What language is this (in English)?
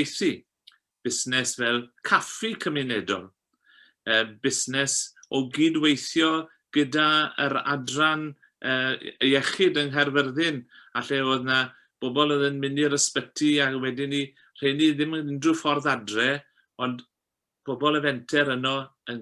Welsh